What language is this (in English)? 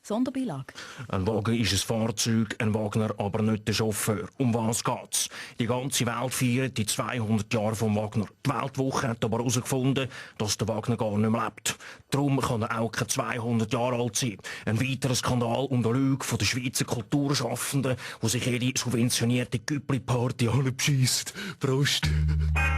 Swiss German